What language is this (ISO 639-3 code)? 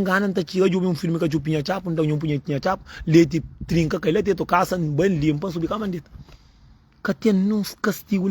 kea